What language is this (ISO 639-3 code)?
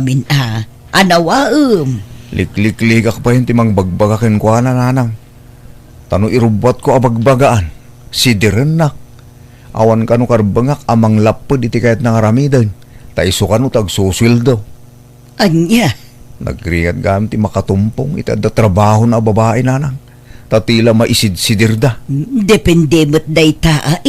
ilo